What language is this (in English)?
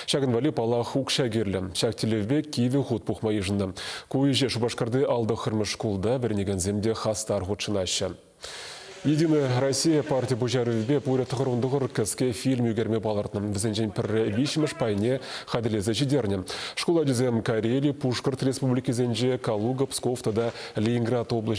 Chuvash